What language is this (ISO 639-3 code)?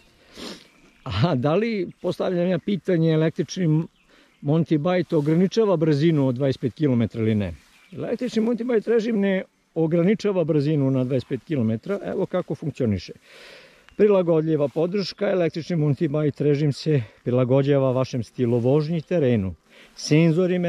srp